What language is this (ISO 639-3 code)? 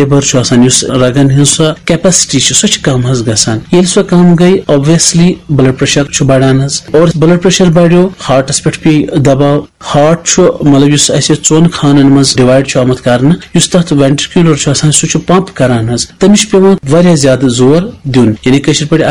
kas